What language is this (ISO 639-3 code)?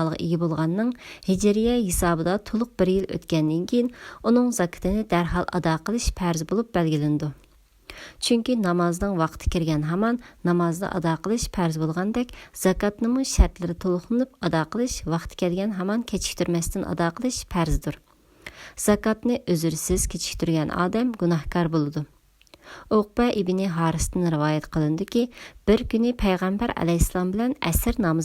uig